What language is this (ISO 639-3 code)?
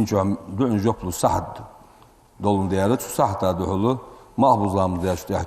inh